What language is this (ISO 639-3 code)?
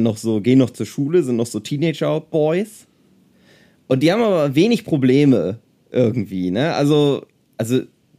deu